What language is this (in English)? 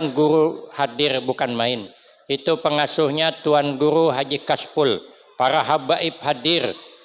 Banjar